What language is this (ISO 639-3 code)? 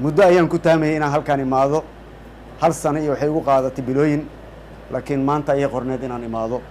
som